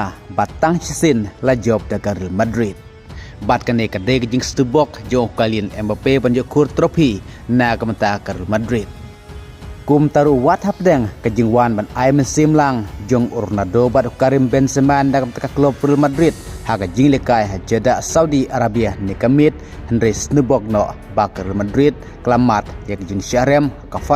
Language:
Khasi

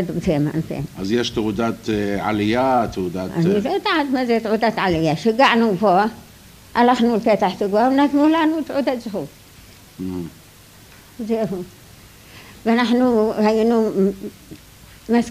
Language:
Hebrew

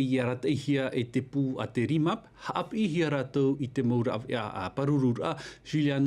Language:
Tahitian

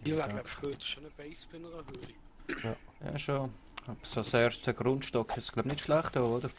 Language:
Swiss German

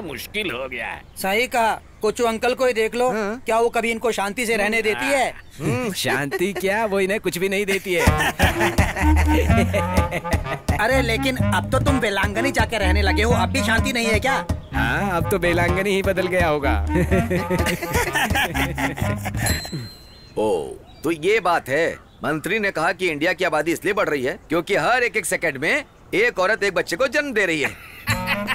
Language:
Hindi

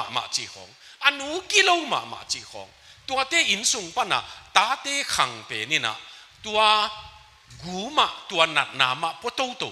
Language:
Tedim Chin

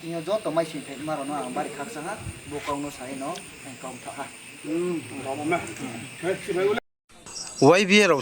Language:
Riang (India)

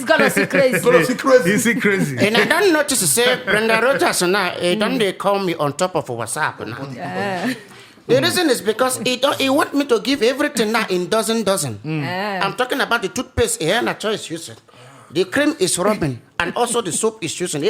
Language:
Nigerian Pidgin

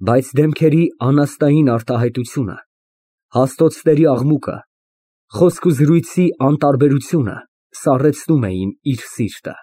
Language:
Armenian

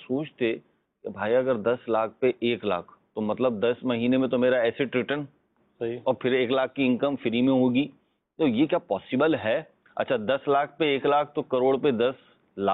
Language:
Urdu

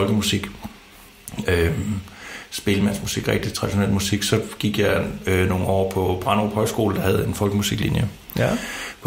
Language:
Danish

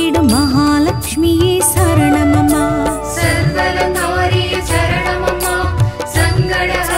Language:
Tamil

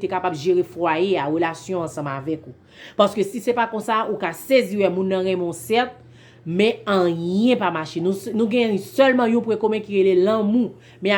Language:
Haitian Creole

